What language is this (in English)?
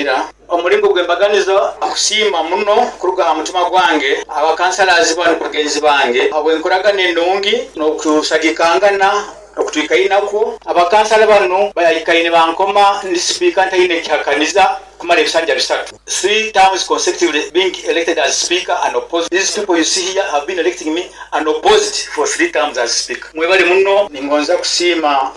Nyoro